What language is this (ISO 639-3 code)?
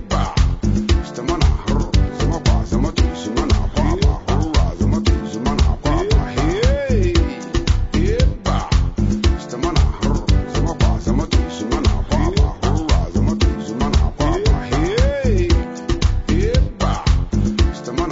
ell